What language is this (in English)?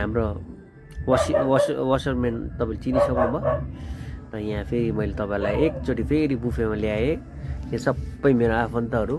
Nepali